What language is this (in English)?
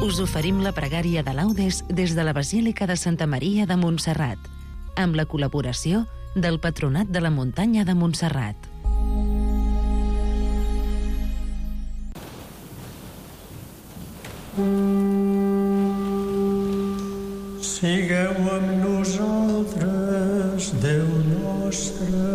Catalan